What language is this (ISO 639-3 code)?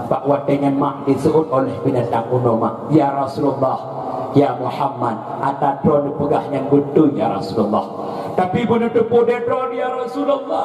ace